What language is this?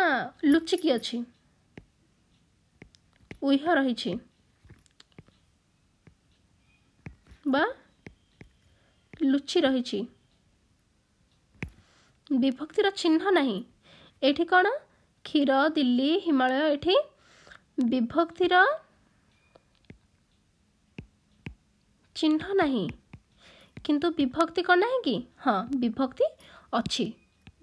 Odia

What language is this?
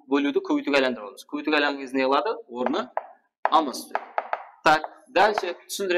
Kara-Kalpak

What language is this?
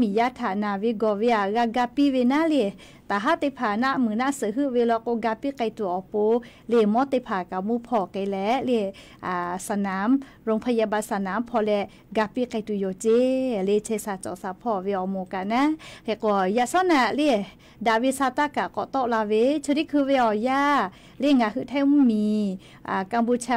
Lahu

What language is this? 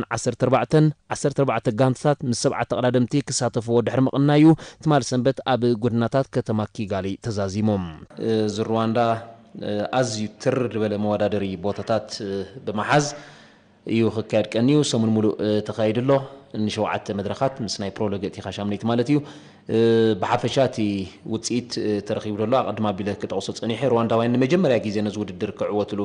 Tigrinya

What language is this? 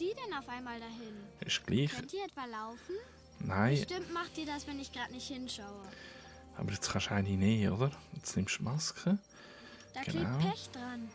Swiss German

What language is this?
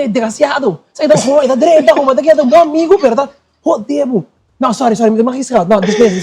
Papiamento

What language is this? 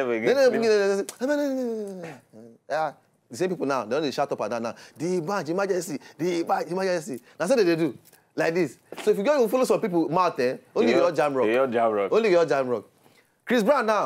Nigerian Pidgin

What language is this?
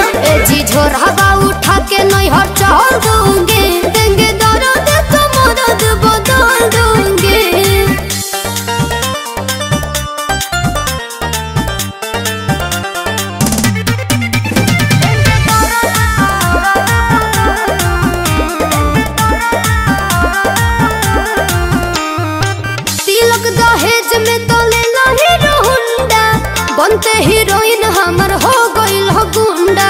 Bhojpuri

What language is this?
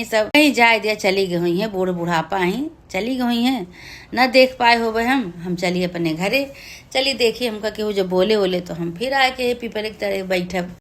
Awadhi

